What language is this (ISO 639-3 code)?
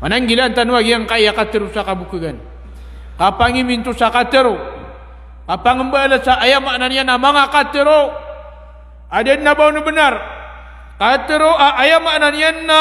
mrw